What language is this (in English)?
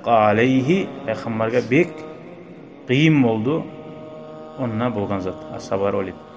Kumyk